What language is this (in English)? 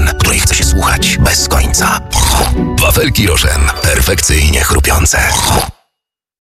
Polish